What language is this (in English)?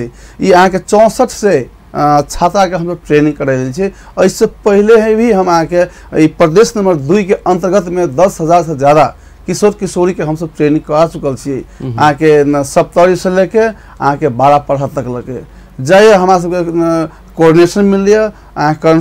Maithili